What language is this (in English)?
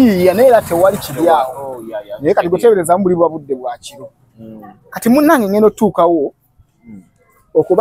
Ganda